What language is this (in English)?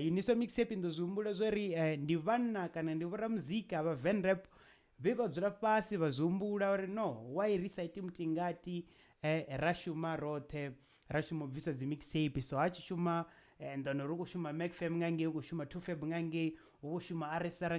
Venda